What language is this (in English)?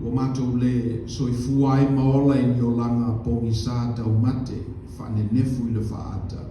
Samoan